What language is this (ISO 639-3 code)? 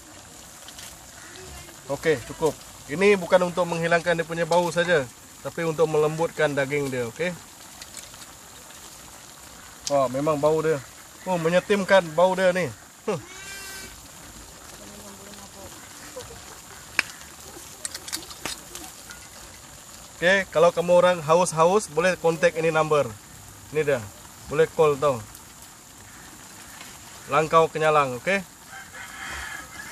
msa